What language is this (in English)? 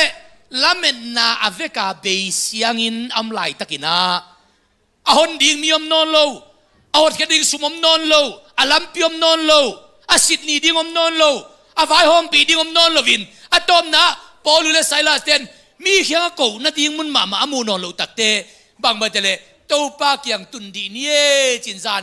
Tedim Chin